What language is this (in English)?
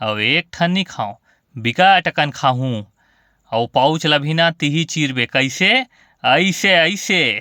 Chhattisgarhi